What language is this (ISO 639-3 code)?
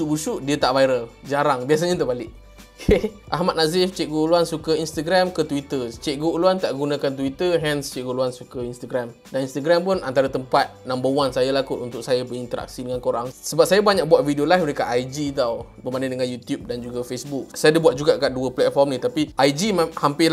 msa